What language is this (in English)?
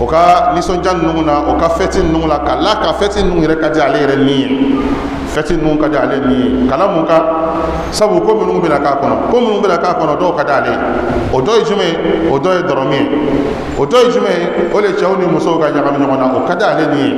Bambara